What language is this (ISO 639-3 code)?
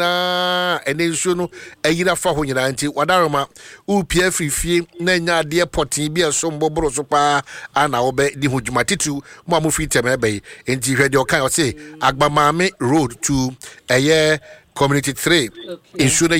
aka